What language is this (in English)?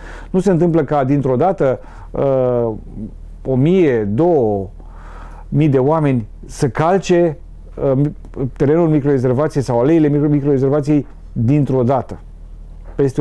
Romanian